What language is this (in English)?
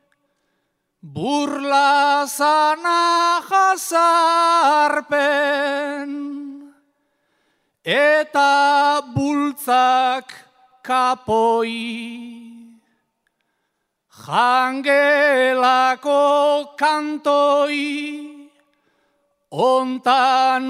Basque